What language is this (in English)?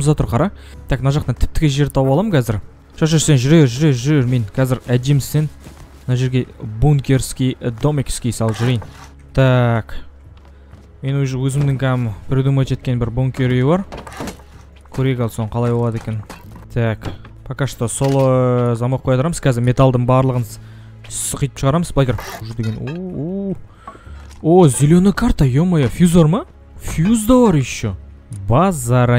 Kazakh